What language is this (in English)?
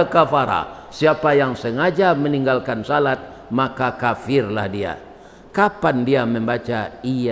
Minangkabau